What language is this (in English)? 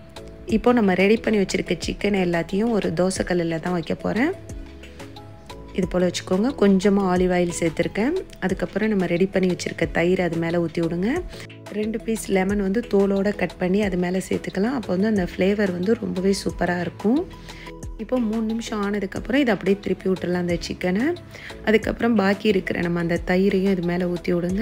Tamil